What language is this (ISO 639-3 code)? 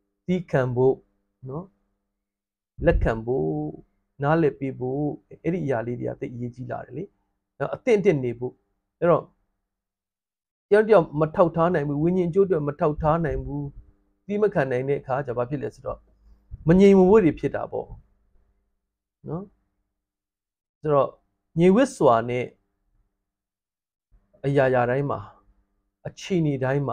mya